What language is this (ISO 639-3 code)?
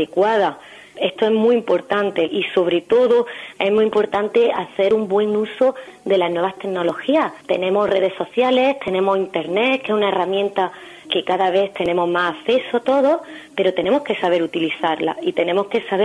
spa